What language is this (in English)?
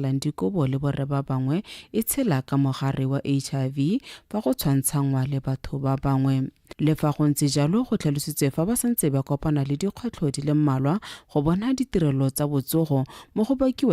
Tswana